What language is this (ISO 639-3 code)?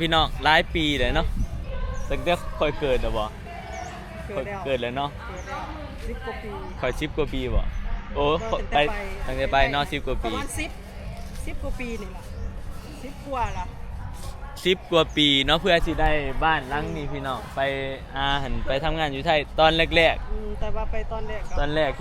tts